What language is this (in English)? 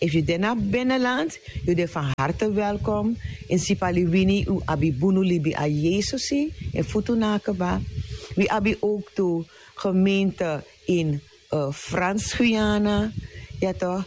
Sranan Tongo